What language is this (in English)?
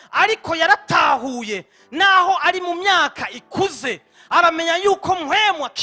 Rundi